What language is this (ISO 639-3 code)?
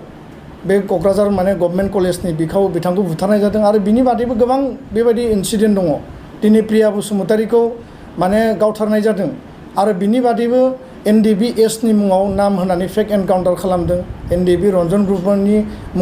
brx